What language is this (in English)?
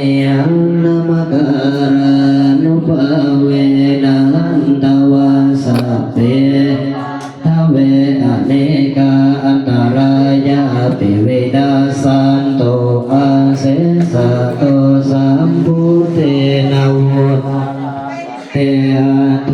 Pali